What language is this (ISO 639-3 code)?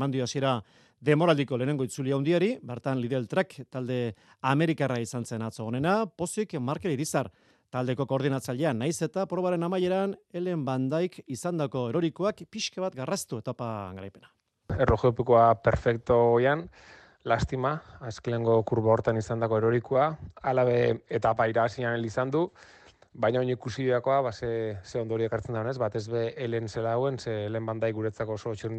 eus